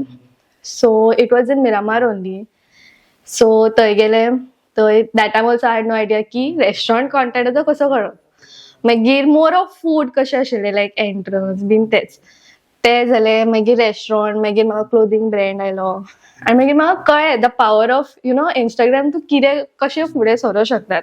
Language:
Konkani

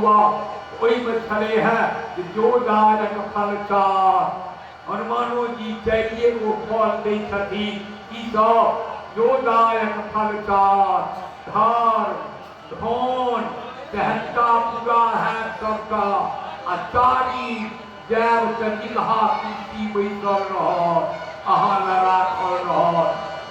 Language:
Maithili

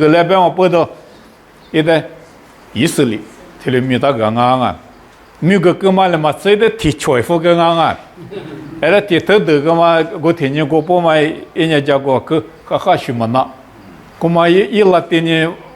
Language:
Lisu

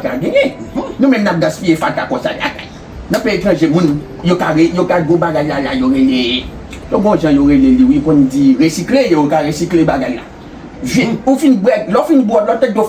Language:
Haitian Creole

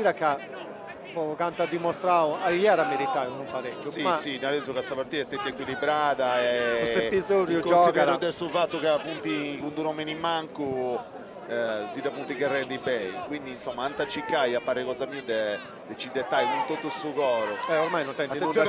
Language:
Sardinian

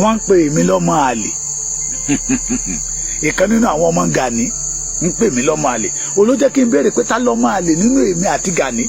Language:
Yoruba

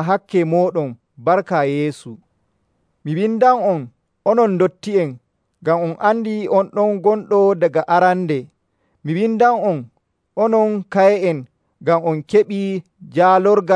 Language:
Nigerian Fulfulde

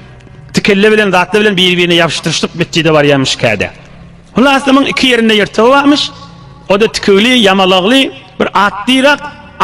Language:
Turkmen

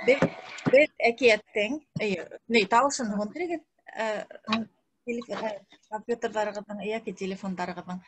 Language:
Bashkir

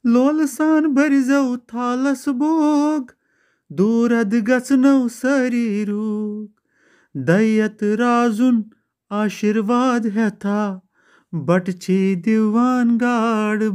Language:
Kashmiri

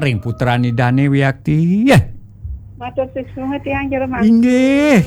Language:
Balinese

